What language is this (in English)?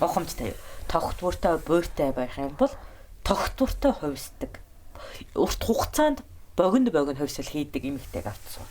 Mongolian